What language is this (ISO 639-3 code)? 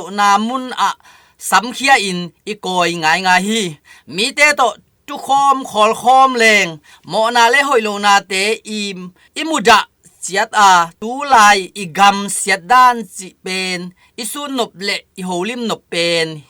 ctd